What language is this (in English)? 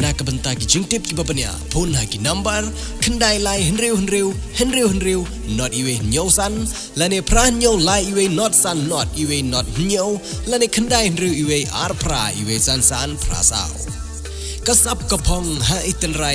Khasi